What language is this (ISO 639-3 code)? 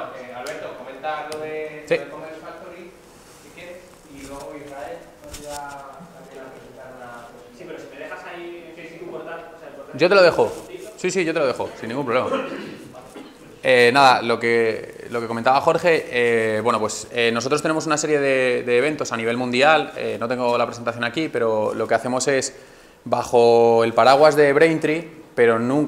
spa